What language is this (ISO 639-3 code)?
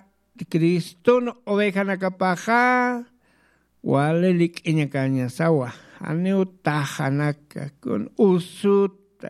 aym